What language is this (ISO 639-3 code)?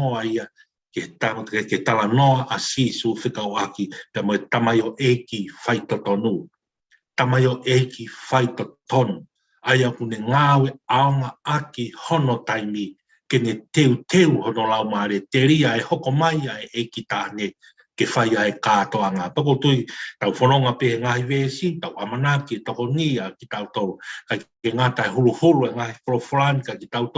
ton